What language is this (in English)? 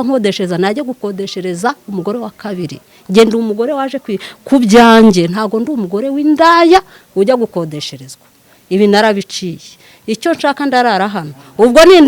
Kinyarwanda